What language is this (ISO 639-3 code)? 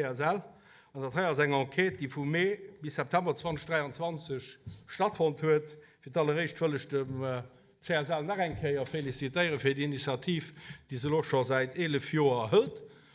ltz